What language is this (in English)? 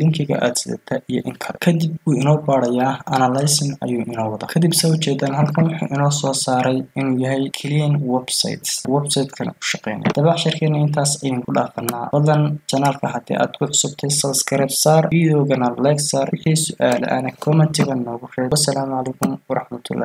Somali